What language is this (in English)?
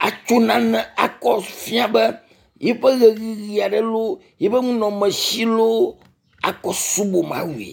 Ewe